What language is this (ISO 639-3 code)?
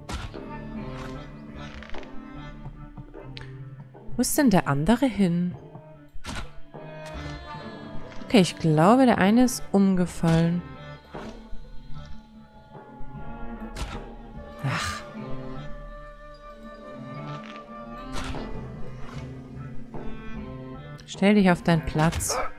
deu